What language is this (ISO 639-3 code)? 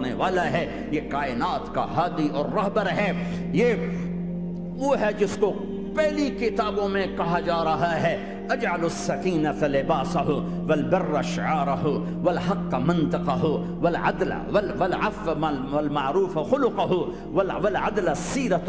urd